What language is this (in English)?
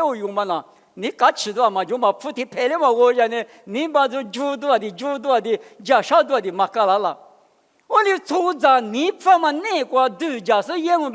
Lisu